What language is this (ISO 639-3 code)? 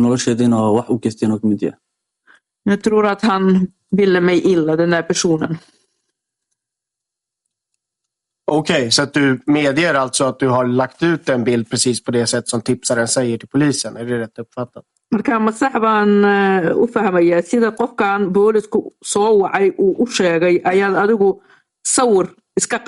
swe